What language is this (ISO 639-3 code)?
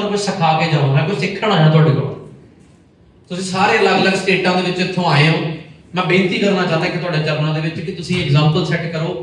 pan